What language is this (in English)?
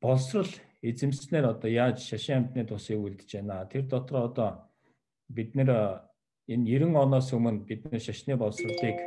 Mongolian